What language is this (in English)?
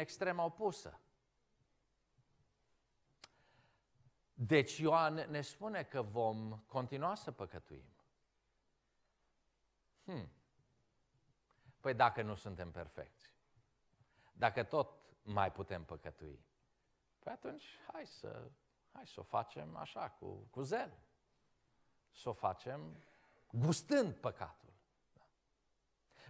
Romanian